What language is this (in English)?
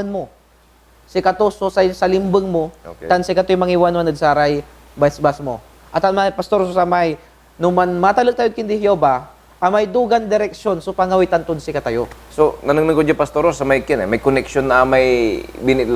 Pangasinan